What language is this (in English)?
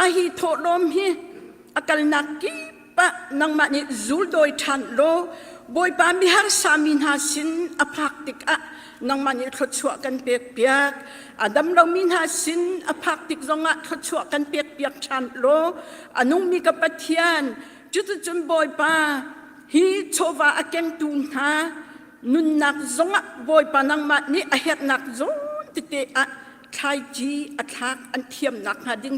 Hakha Chin